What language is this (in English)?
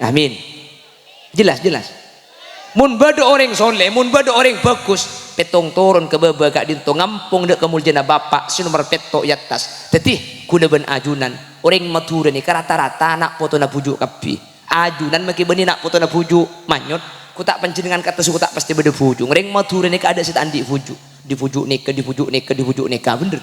Madurese